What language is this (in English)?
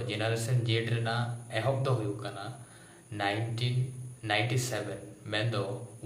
Santali